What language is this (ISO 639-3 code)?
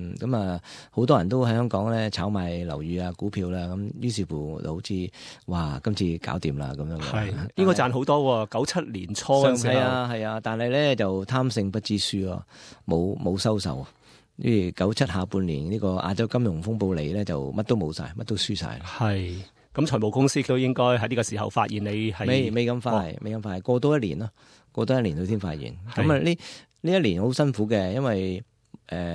yue